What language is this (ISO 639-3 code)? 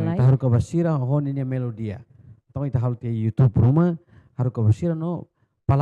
tet